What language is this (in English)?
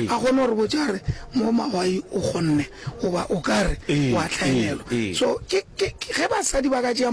Northern Sotho